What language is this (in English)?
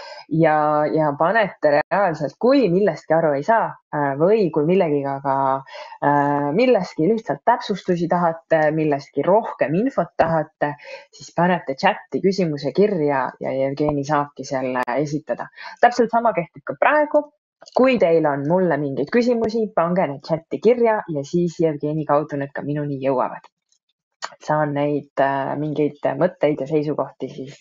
Estonian